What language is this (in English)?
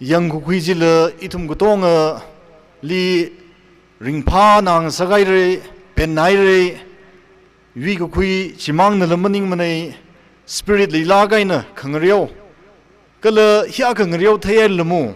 Tangkhul Naga (India)